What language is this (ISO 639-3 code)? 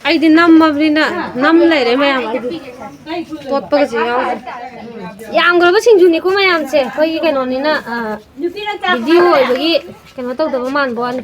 mni